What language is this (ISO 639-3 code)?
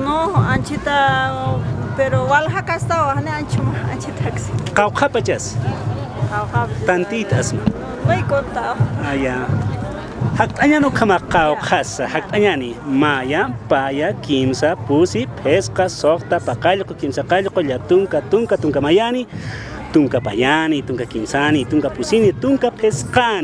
aym